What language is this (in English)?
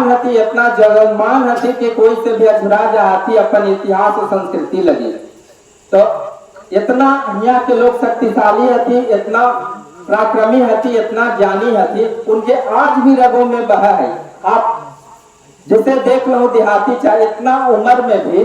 Magahi